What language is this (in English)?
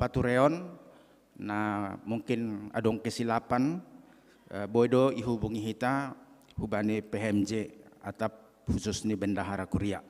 Batak Simalungun